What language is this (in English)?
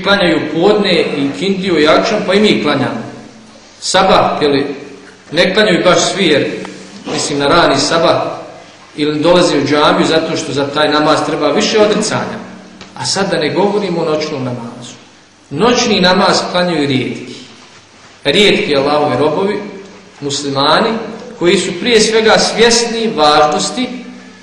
Bosnian